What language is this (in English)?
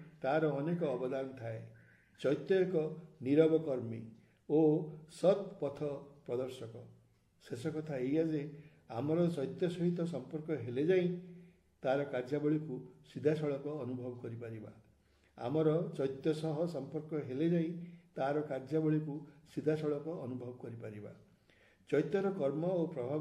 Odia